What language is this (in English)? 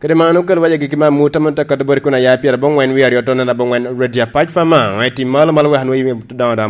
Lango (Uganda)